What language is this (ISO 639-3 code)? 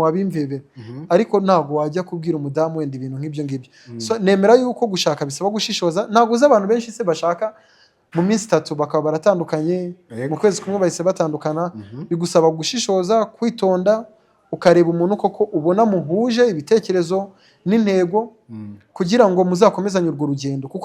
kin